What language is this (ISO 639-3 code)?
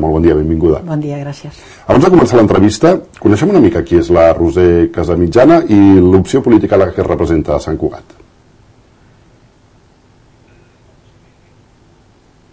cat